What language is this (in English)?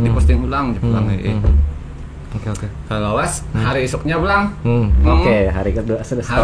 Banjar